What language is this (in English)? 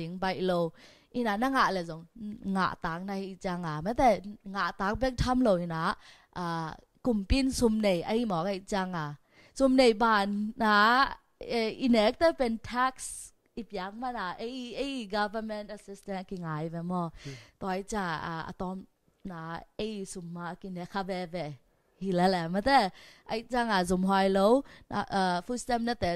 Tedim Chin